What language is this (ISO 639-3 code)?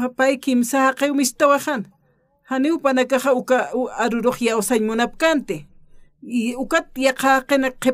aym